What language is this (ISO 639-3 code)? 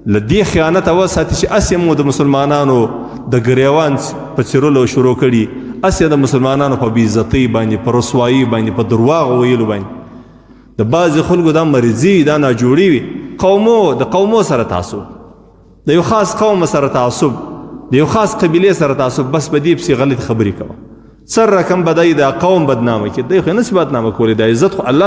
pus